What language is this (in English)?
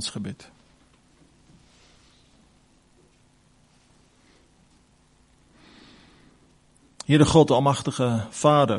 Afrikaans